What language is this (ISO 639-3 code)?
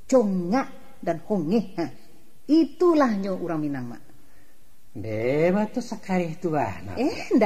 min